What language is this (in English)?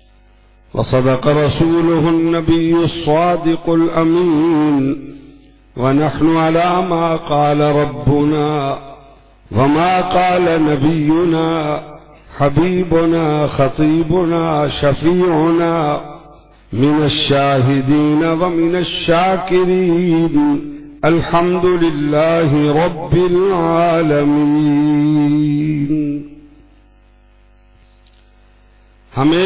Urdu